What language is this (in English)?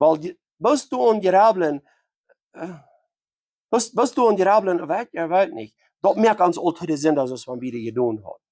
Plautdietsch